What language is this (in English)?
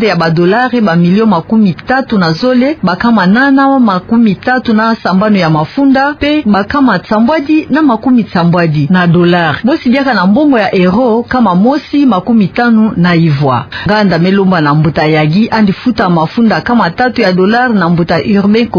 Kituba (Democratic Republic of Congo)